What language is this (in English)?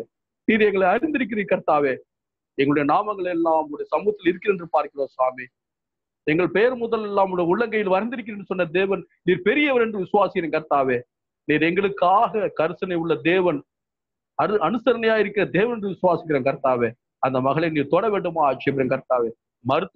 Tamil